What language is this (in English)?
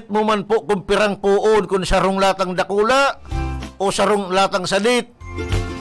Bikol